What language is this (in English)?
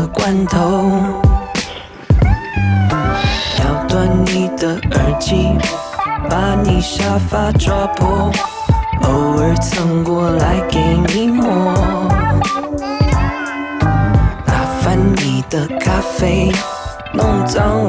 Chinese